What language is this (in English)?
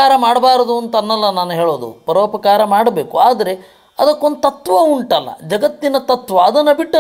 Kannada